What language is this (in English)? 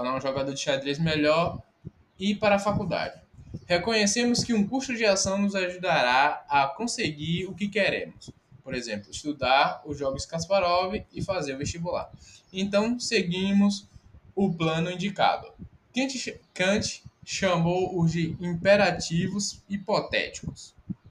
Portuguese